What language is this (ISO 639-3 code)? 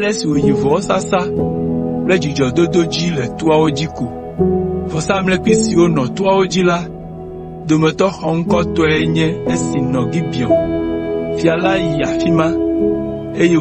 ewe